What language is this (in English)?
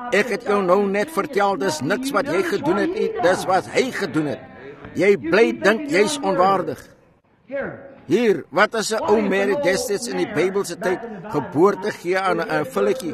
Afrikaans